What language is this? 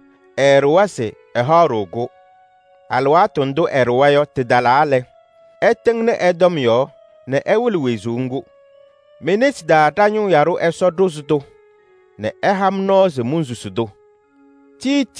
Kabiyè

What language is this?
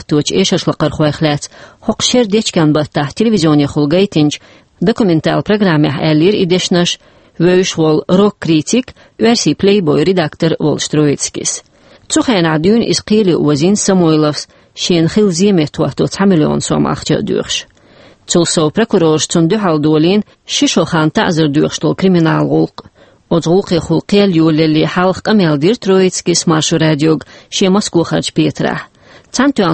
Chechen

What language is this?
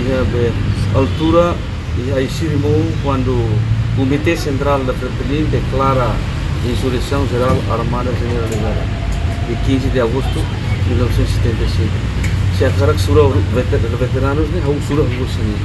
Tetum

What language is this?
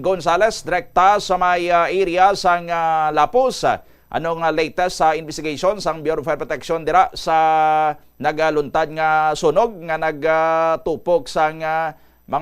Hiligaynon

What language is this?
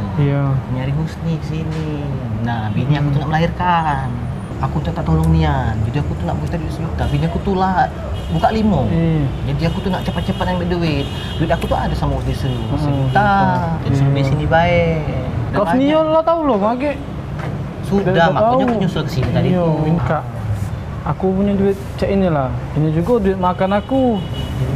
Musi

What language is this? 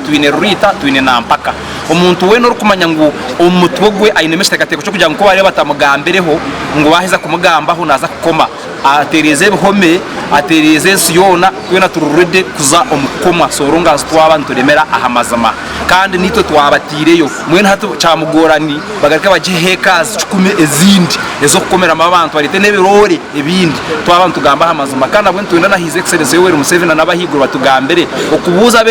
Nyankole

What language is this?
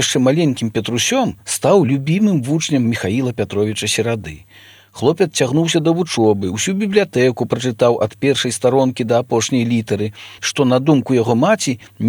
Belarusian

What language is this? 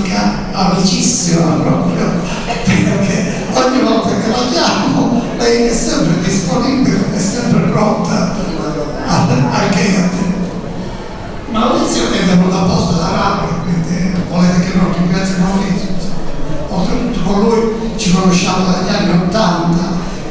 Italian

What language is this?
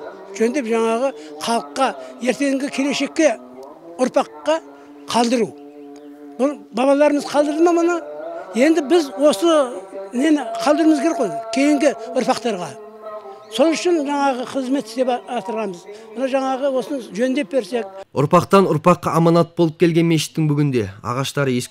Kazakh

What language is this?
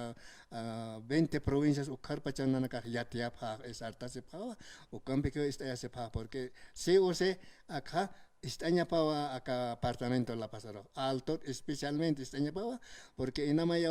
Aymara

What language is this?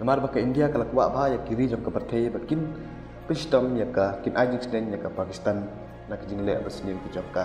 Khasi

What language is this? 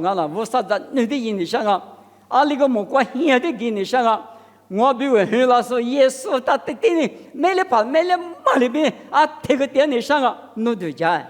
Lisu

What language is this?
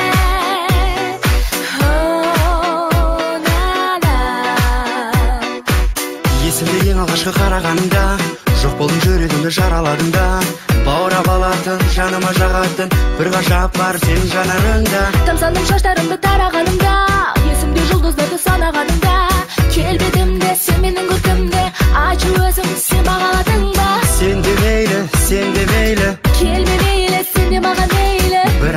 Kazakh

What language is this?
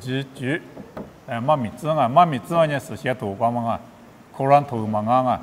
Lisu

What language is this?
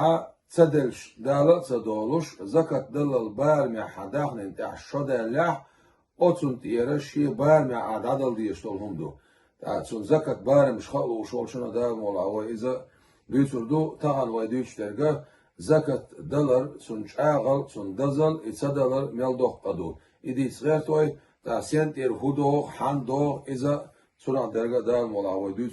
Chechen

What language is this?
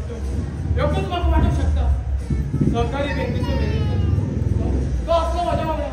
Konkani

